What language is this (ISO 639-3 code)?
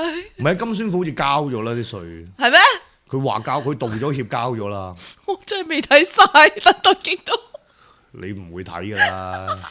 yue